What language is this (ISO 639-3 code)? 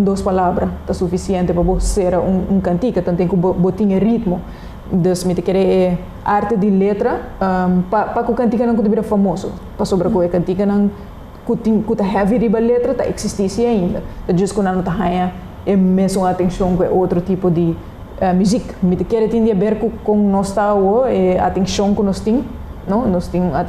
pap